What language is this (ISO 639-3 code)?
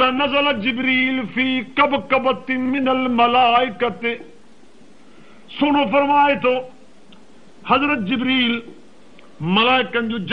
snd